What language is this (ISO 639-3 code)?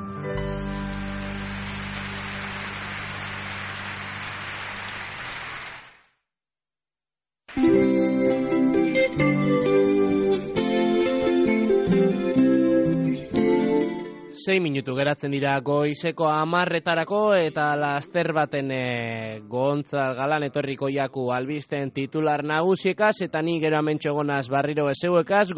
eus